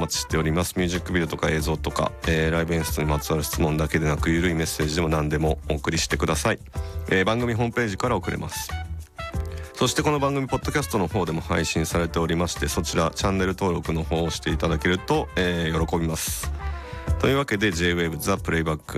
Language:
Japanese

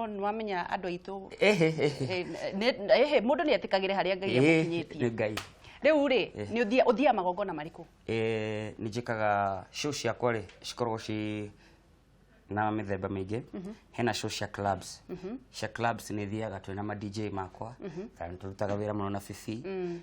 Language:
Kikuyu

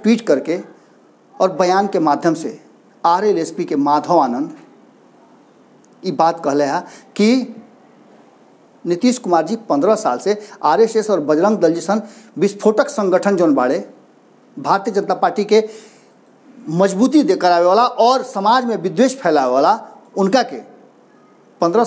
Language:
Bhojpuri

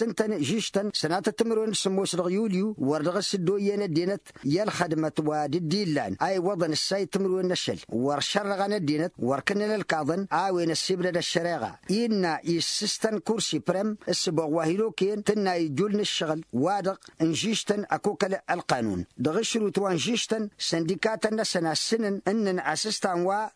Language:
Tamasheq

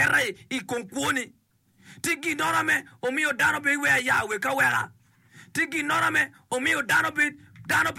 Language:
Acoli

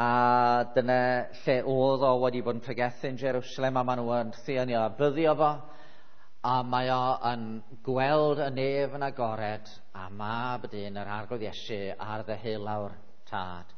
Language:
Welsh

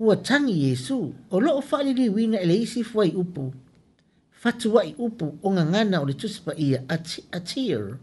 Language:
Samoan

